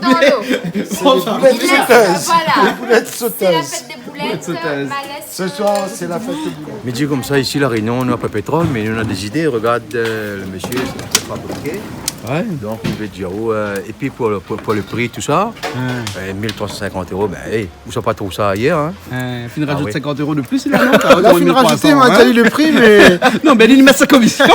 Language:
Réunion Creole French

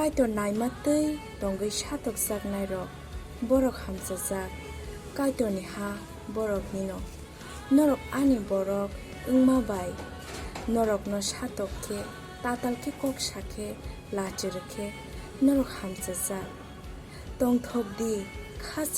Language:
Kok Borok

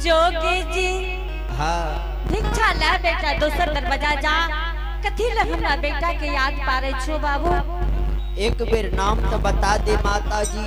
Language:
Angika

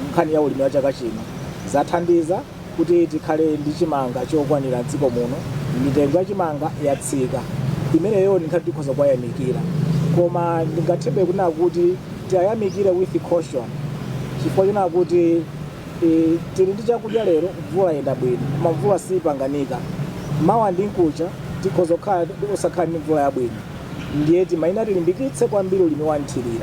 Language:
Nyanja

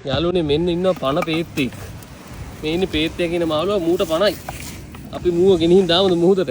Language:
Sinhala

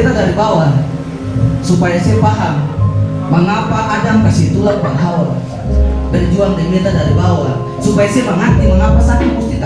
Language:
Ambonese Malay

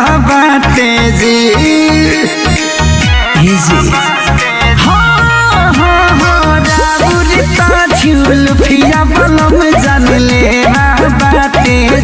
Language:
Bhojpuri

